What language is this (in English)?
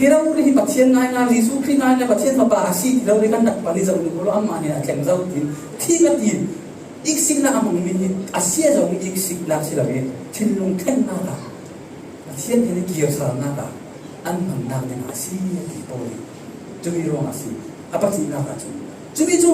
Falam Chin